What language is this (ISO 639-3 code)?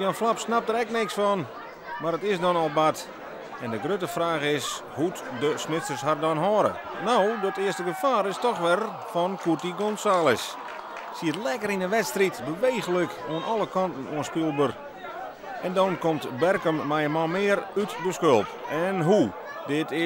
fry